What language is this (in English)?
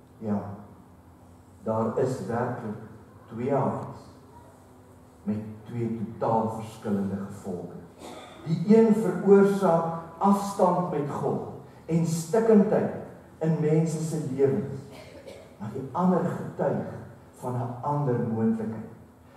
Afrikaans